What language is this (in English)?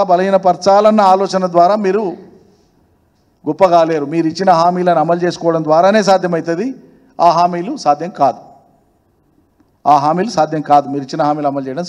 Telugu